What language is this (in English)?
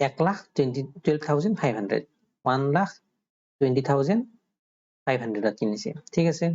Assamese